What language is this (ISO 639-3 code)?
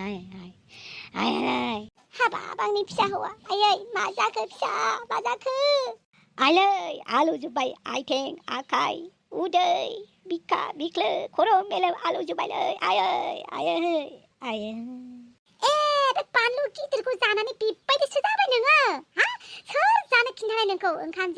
brx